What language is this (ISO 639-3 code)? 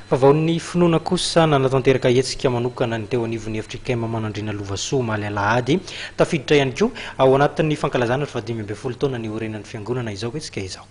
mlg